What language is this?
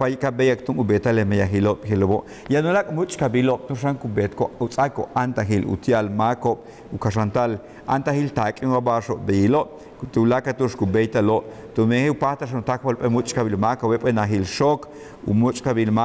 Yucateco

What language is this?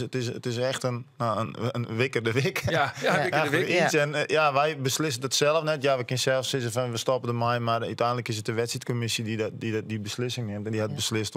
Western Frisian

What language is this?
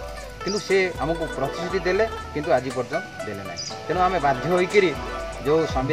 Odia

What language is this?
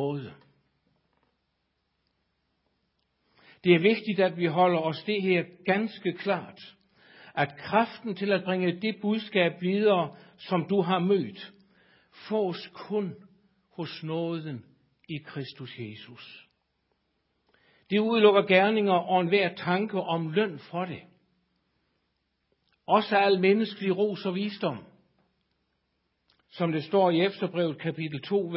Danish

